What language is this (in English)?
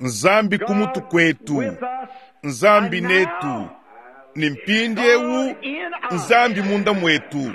Luba-Lulua